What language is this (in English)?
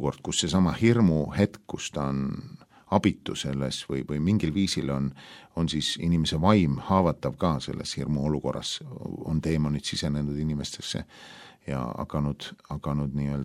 Estonian